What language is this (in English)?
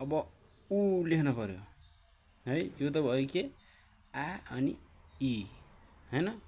Nepali